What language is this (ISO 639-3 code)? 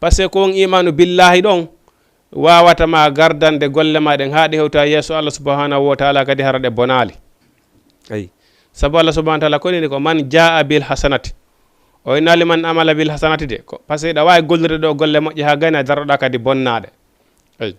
ful